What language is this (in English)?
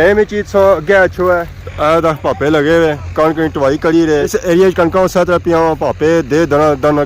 Pahari-Potwari